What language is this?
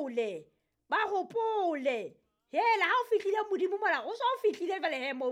Southern Sotho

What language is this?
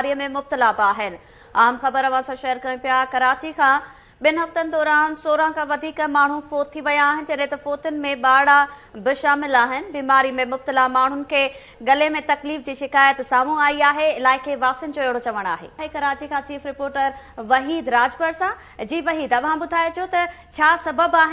Sindhi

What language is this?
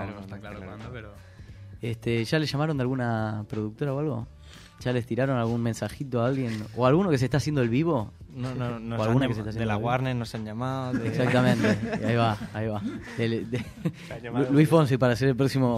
Spanish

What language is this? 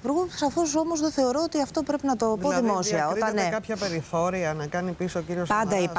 Greek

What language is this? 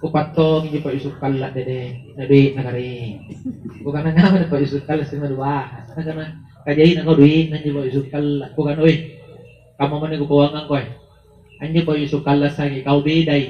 Makasar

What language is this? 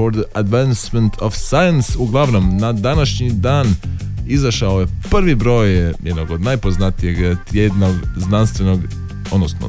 Croatian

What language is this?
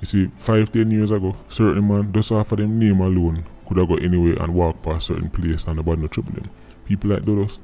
Jamaican Creole English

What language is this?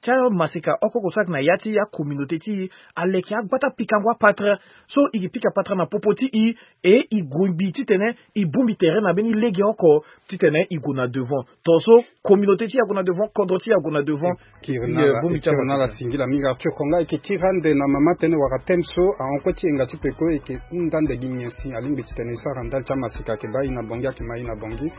Sango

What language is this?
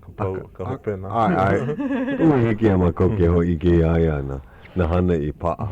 Hawaiian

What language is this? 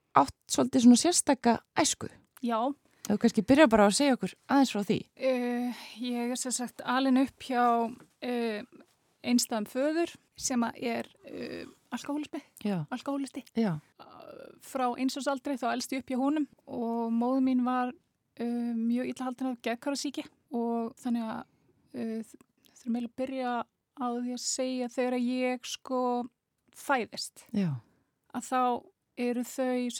Icelandic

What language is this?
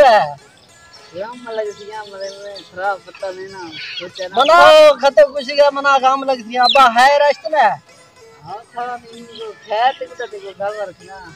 Saraiki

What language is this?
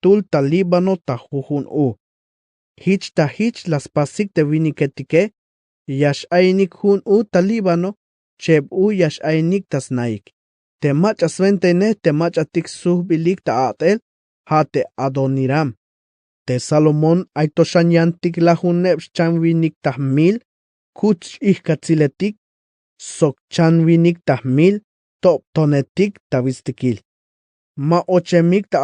Tzeltal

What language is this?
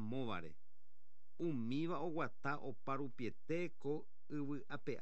Guarani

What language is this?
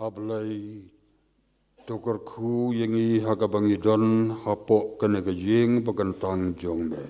Khasi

